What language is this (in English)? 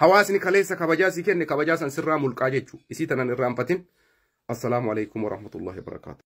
Oromo